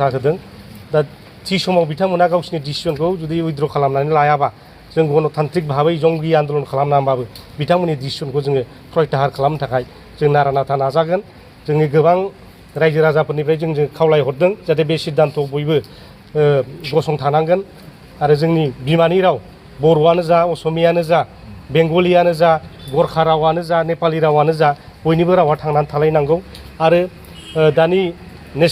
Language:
Bodo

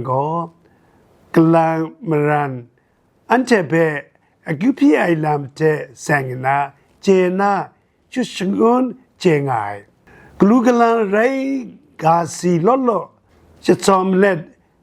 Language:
Kachin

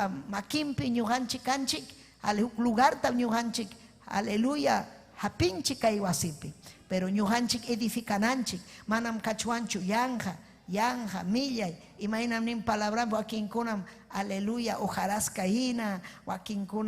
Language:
Ayacucho Quechua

